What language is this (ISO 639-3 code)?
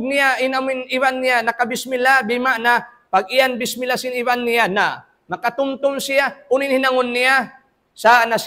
tsg